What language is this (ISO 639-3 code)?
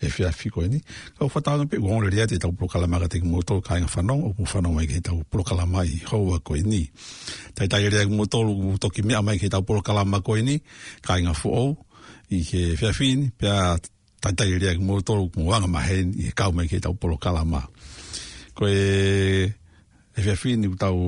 ton